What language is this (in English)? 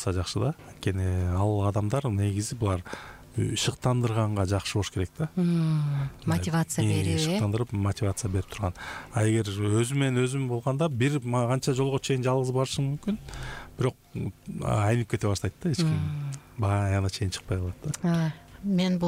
Kyrgyz